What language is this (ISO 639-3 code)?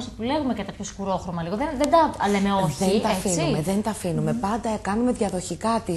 ell